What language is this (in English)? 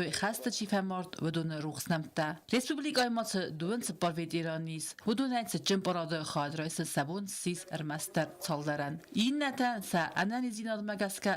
Ossetic